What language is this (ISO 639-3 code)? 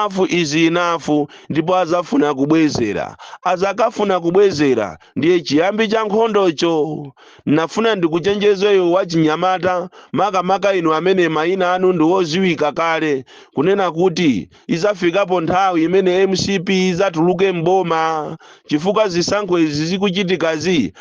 nya